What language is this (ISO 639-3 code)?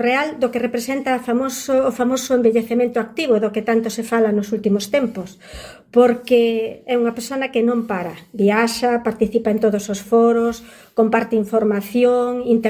glg